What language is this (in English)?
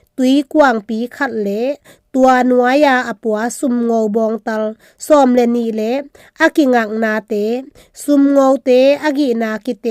Tedim Chin